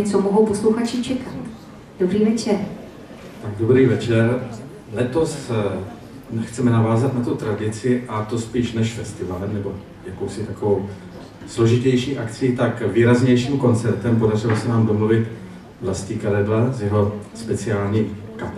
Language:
Czech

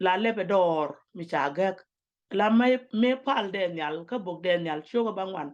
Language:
Nuer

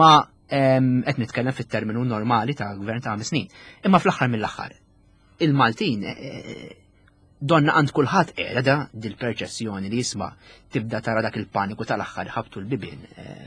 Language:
Maltese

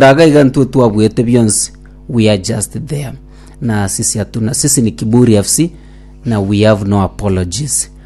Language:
Gusii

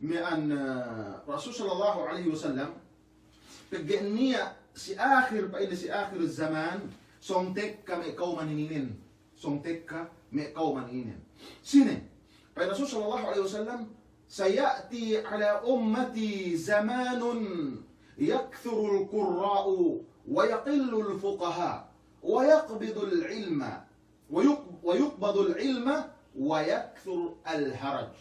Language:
Yakan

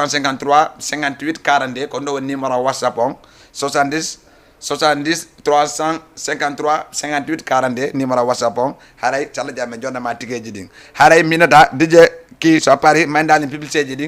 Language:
Fula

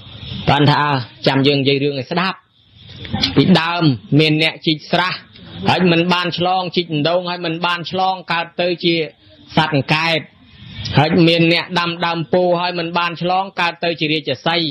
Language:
Khmer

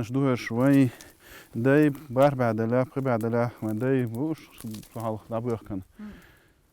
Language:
Chechen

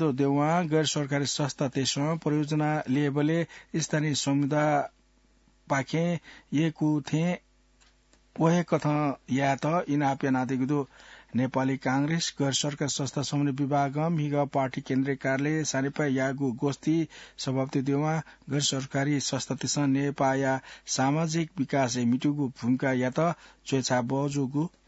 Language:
Newari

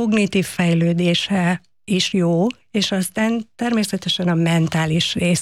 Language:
Hungarian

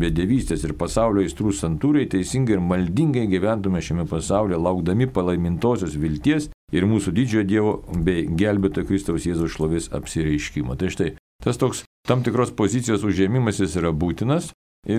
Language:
Lithuanian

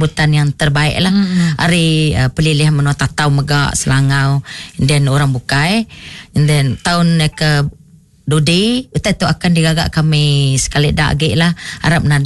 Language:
Iban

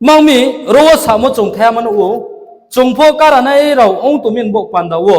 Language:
Riang (India)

